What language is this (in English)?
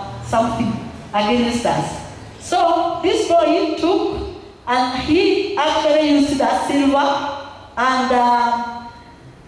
English